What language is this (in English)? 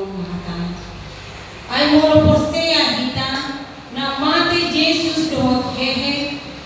Batak Toba